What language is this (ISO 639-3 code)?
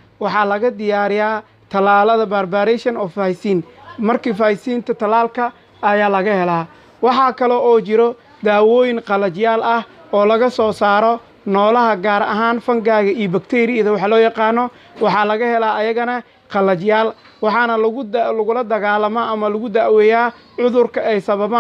som